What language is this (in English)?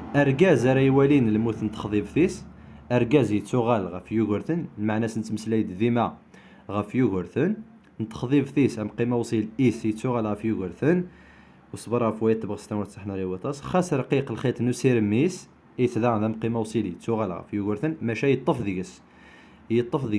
Kabyle